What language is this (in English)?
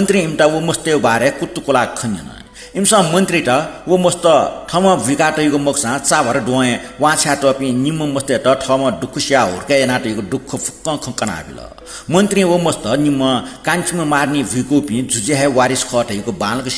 Newari